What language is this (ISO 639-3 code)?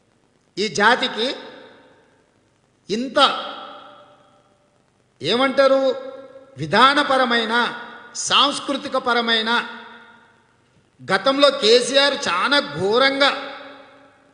tel